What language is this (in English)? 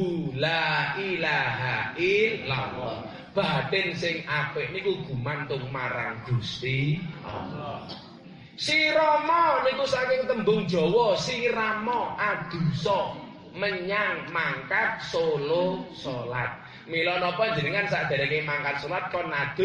Javanese